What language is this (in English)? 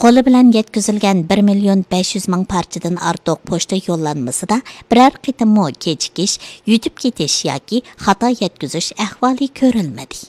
Uyghur